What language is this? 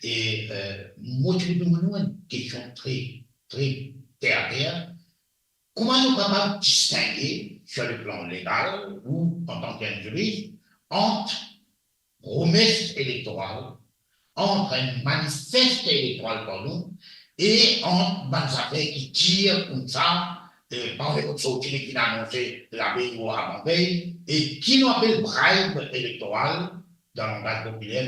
Morisyen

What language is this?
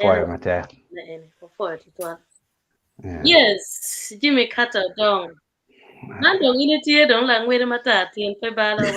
Acoli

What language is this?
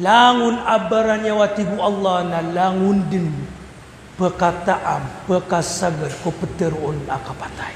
Maranao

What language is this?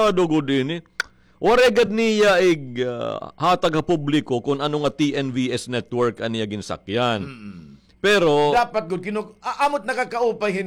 Waray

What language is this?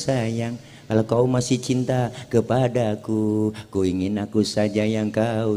Betawi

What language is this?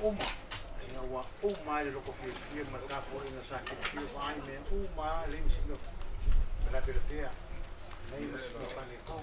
Samoan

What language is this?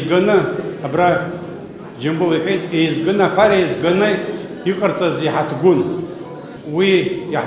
Abkhazian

